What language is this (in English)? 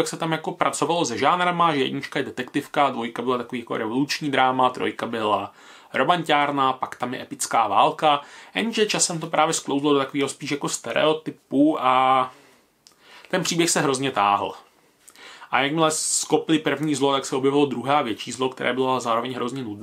Czech